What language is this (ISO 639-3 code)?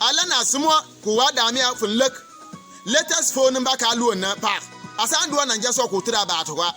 bim